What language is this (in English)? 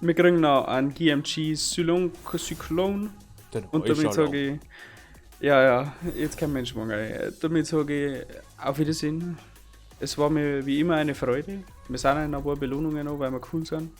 Bavarian